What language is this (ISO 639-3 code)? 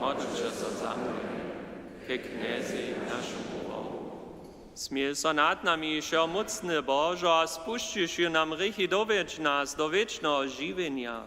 hsb